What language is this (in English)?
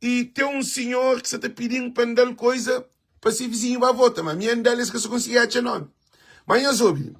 Kabuverdianu